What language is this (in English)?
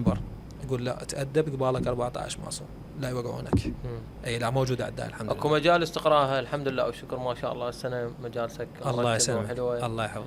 Mesopotamian Arabic